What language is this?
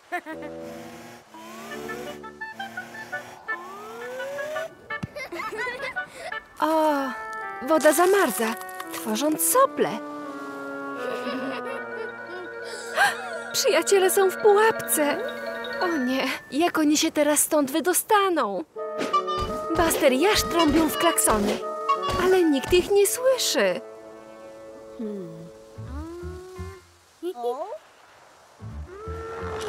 Polish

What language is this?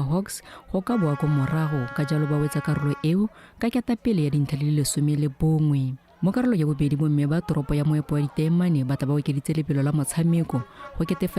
Tswana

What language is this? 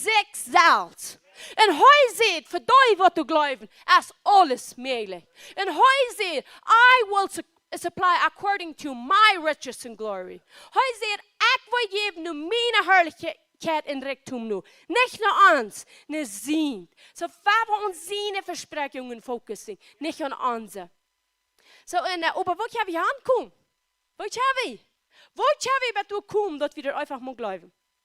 Plautdietsch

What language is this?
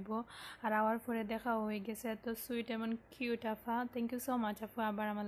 Sylheti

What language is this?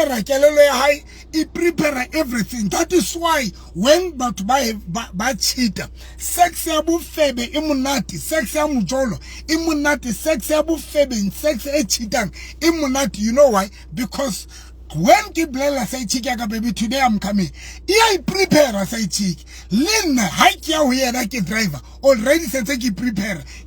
Southern Sotho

